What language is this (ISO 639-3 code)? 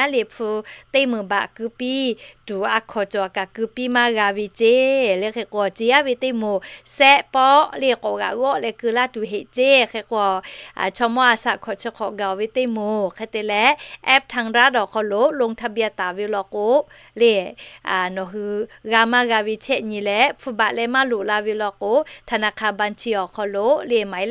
lhu